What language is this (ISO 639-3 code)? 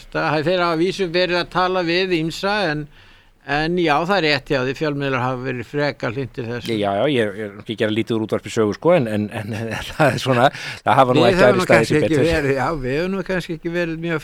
isl